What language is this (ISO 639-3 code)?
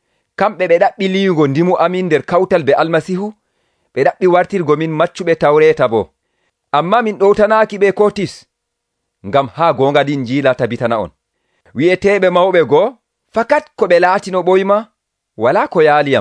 fuv